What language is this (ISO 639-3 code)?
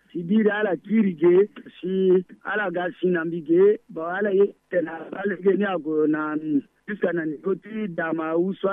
sag